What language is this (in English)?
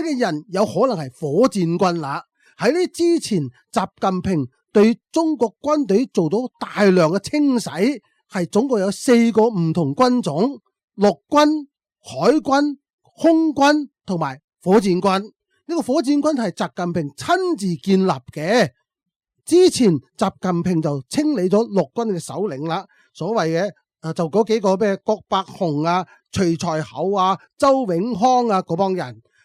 Cantonese